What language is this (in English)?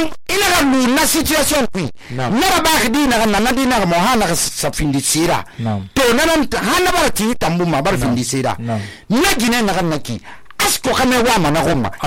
Susu